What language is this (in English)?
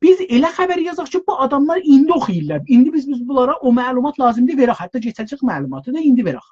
South Azerbaijani